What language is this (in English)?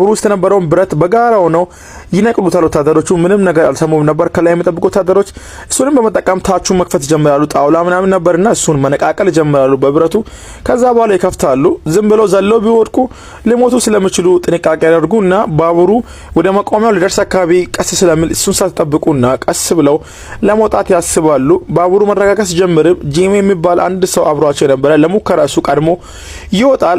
Amharic